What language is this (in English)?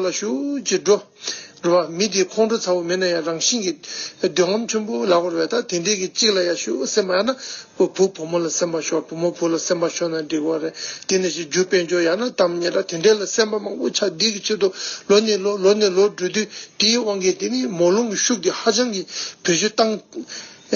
Tibetan